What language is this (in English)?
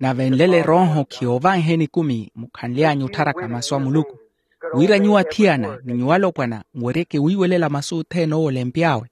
Makhuwa